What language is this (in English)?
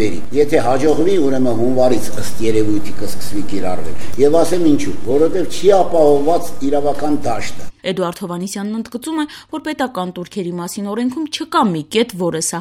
Armenian